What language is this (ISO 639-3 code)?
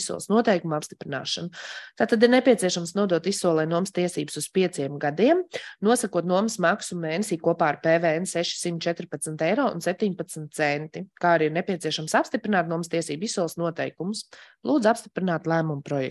lav